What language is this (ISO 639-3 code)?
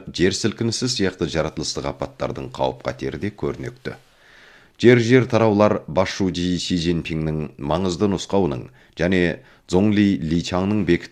kaz